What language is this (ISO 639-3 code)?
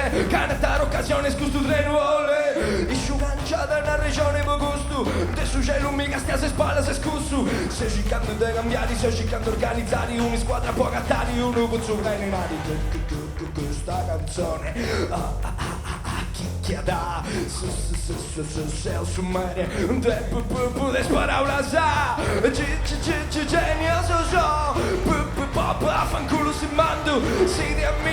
srd